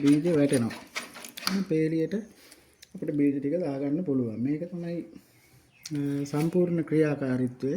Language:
Sinhala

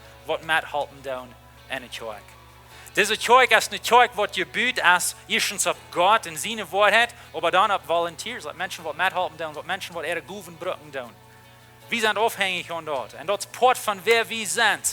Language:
Plautdietsch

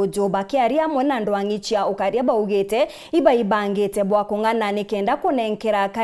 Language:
Meru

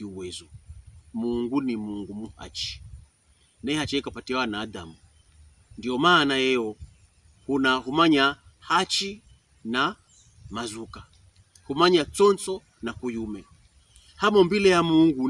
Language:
Pokomo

